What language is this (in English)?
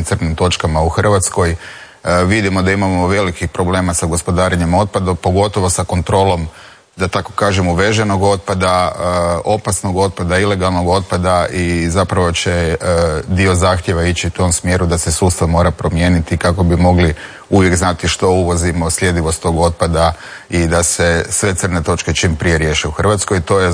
Croatian